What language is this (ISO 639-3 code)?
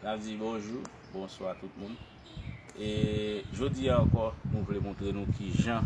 hat